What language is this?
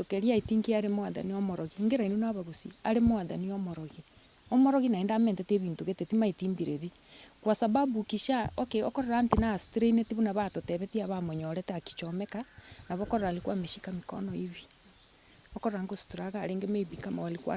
Gusii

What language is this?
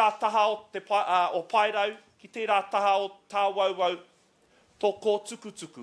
Māori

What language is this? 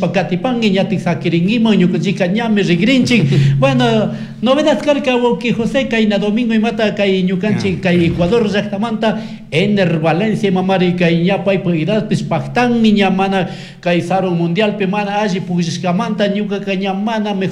Chimborazo Highland Quichua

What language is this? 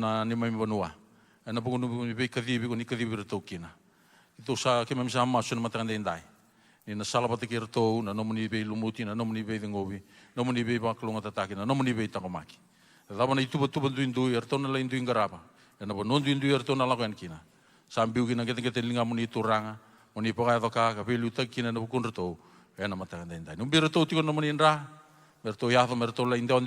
Fijian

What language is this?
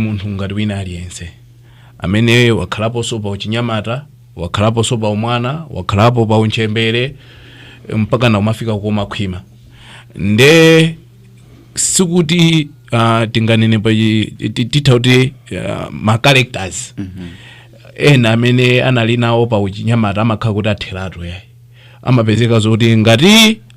Nyanja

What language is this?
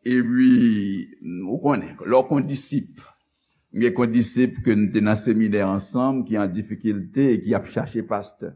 Haitian Creole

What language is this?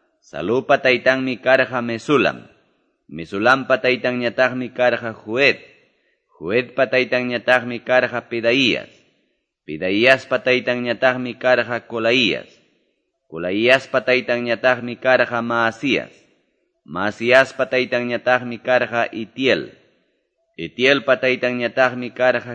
Quechua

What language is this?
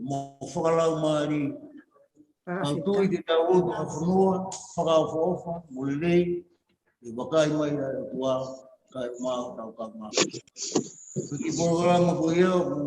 Tongan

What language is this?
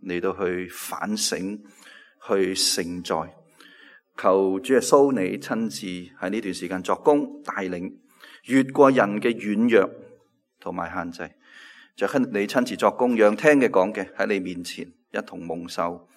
Cantonese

